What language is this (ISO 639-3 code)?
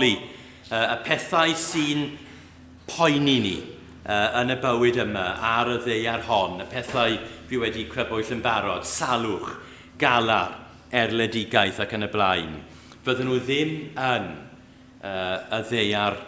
cym